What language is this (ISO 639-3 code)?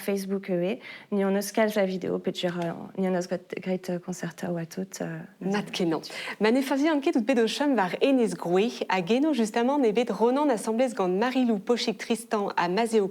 bre